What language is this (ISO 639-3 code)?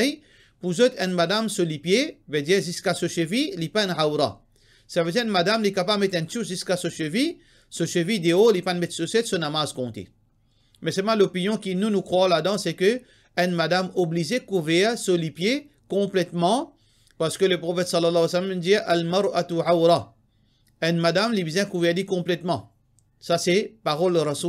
mfe